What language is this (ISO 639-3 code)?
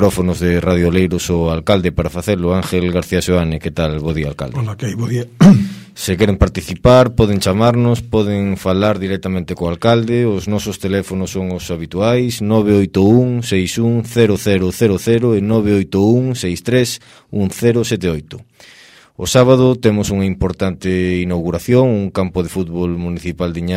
glg